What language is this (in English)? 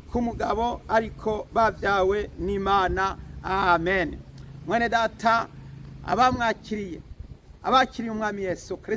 Rundi